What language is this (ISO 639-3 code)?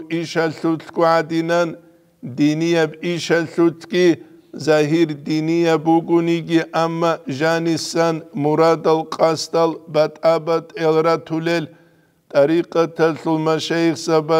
ava